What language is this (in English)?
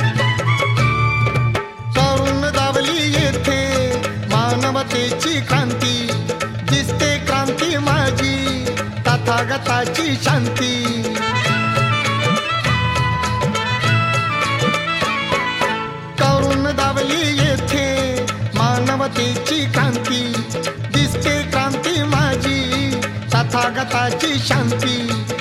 Marathi